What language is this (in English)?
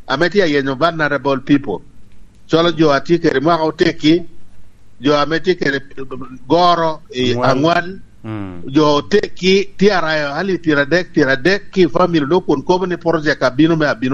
Lango (Uganda)